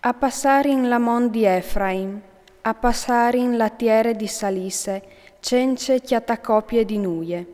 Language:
Friulian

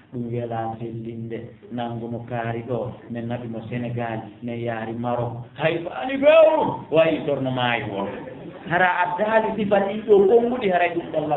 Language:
Fula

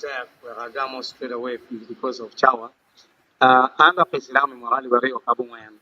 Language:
Acoli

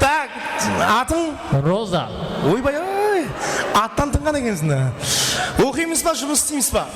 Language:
Kara-Kalpak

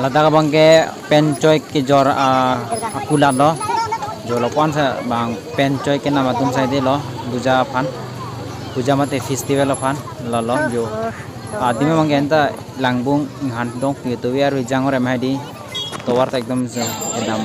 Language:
Karbi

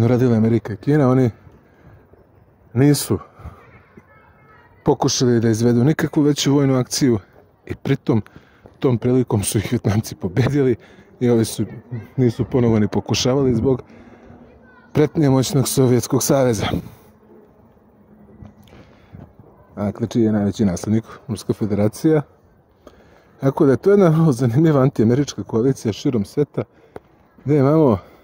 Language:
Serbian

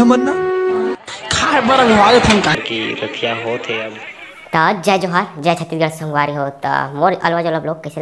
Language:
Chhattisgarhi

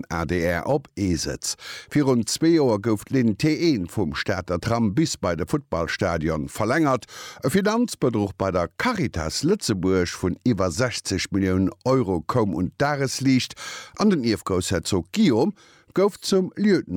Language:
Luxembourgish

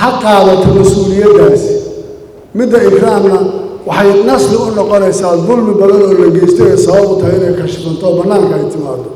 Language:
Somali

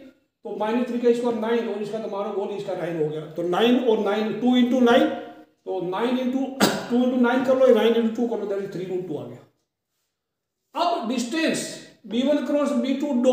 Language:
Hindi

